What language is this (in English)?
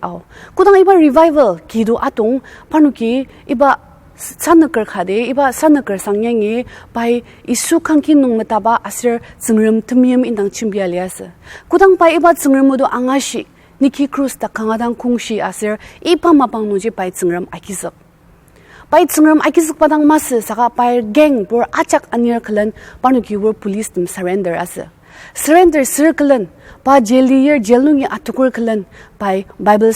Ao Naga